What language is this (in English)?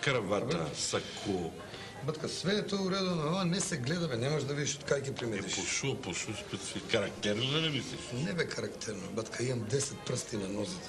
Macedonian